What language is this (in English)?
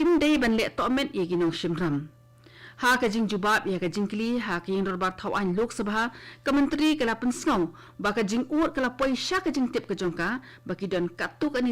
Khasi